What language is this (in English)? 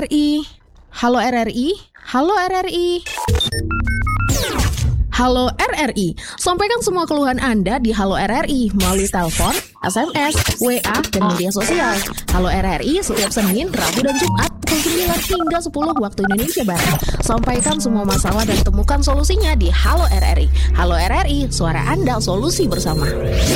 Indonesian